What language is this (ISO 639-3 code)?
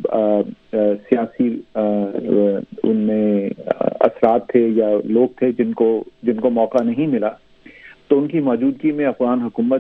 urd